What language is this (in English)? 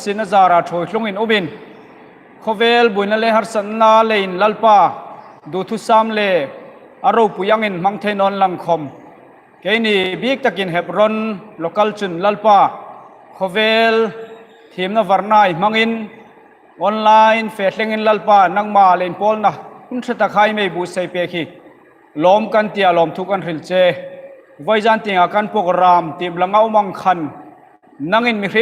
Hmar